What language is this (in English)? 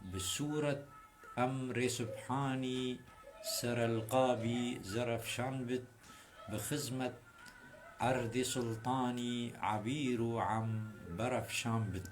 Kurdish